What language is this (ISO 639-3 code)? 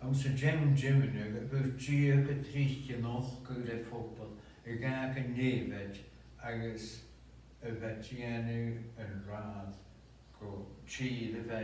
gla